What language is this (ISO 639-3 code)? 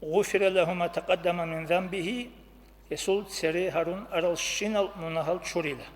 ava